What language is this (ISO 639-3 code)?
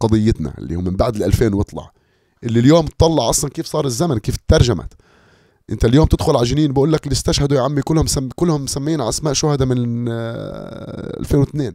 apc